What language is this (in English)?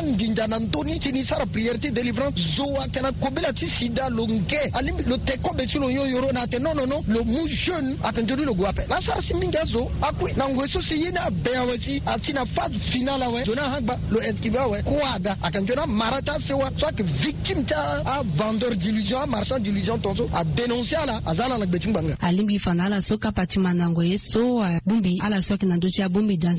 Sango